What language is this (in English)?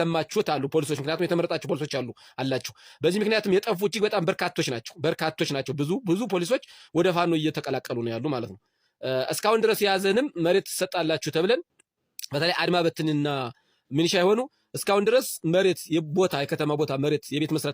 Amharic